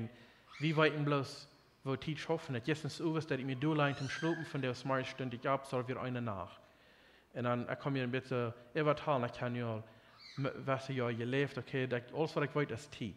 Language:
Plautdietsch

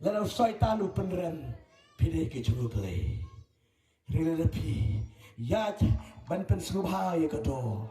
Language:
Khasi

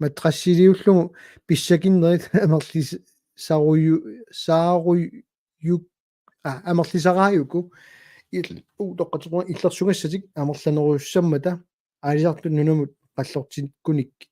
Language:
Kalaallisut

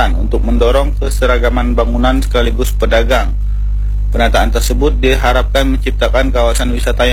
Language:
Indonesian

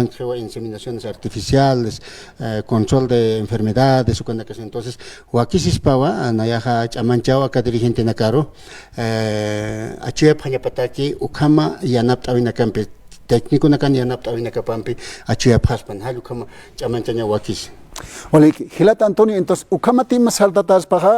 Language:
Aymara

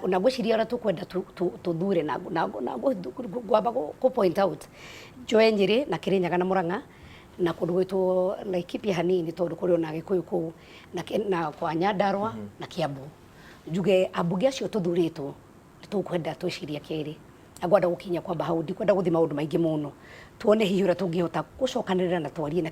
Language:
Kikuyu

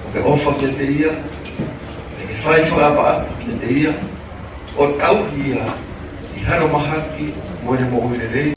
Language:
Tongan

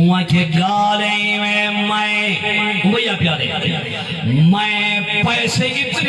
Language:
Saraiki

